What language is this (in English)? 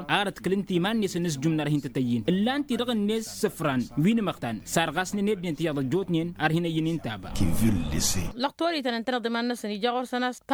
Tamasheq